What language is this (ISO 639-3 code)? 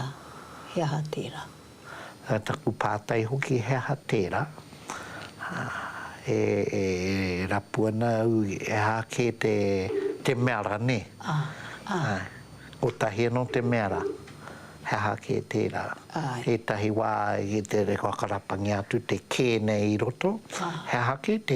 mri